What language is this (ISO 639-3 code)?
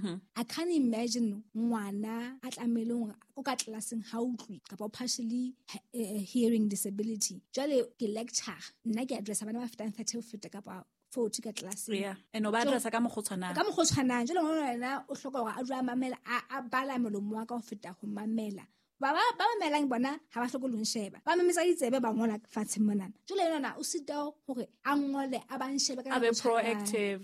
sot